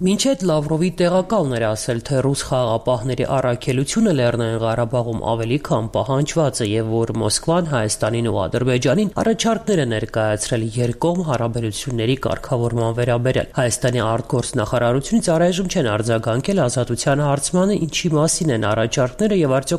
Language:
Armenian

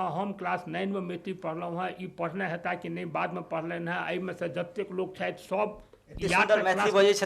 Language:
Maithili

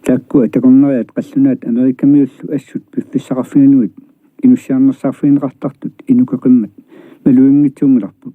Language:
Kalaallisut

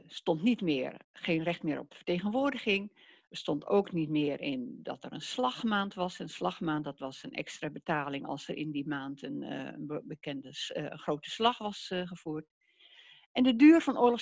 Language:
Dutch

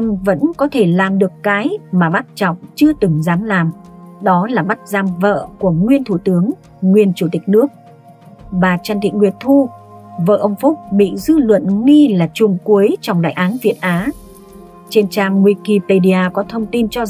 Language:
Vietnamese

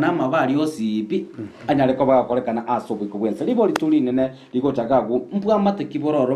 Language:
Gusii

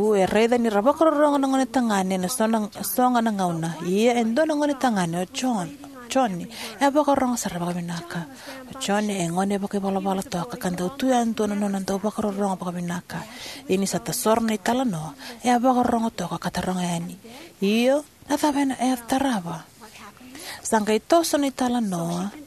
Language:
Fijian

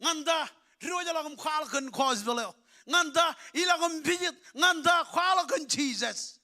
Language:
Marshallese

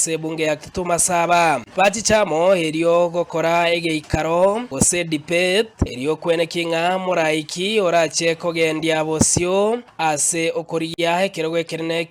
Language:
Gusii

